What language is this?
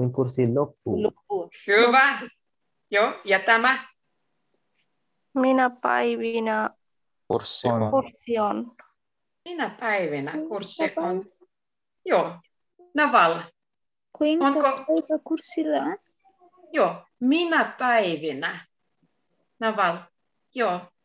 Finnish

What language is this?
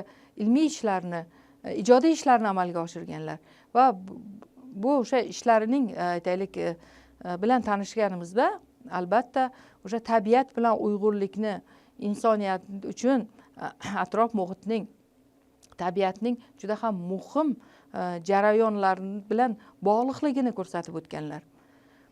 Uzbek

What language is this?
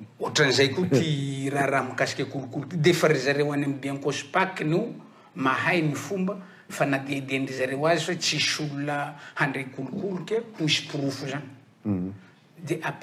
Malagasy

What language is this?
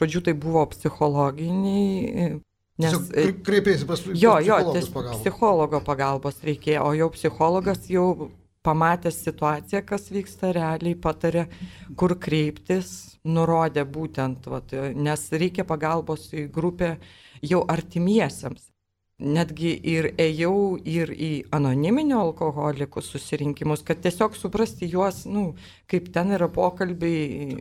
Lithuanian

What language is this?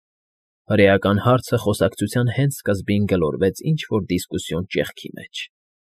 Armenian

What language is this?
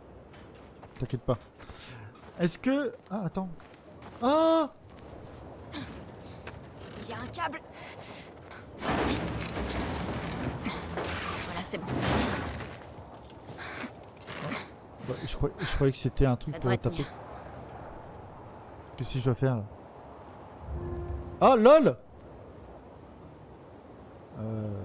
French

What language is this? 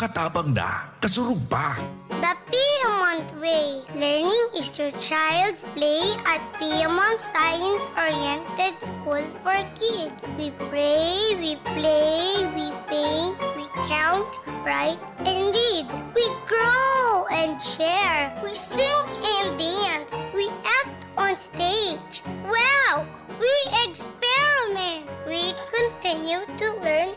Bikol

